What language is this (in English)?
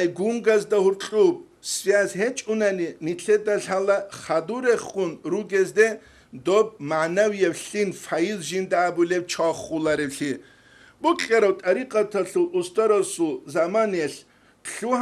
Avaric